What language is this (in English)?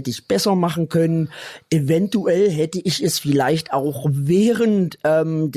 Swiss German